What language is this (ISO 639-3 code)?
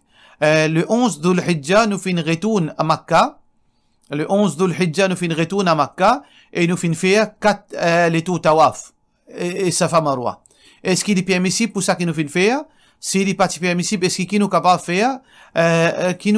mfe